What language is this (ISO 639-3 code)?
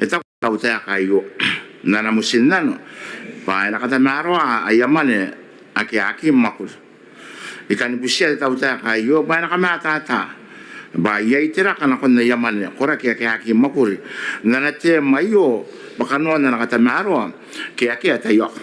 gil